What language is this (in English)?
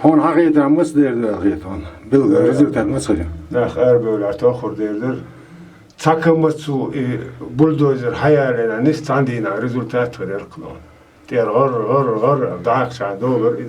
Chechen